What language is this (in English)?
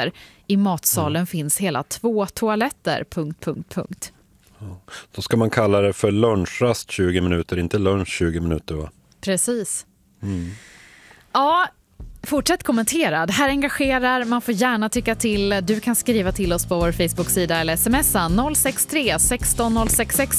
Swedish